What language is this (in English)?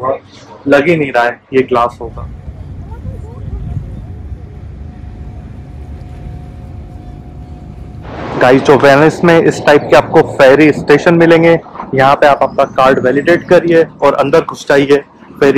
Hindi